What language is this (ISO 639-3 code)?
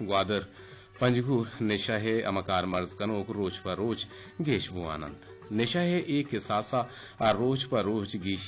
bgp